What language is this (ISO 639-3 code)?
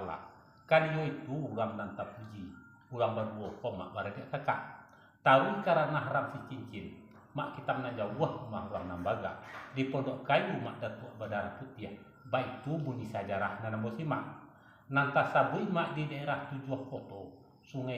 min